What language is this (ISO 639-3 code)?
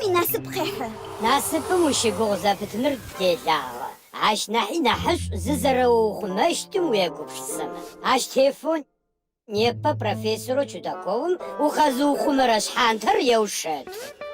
ady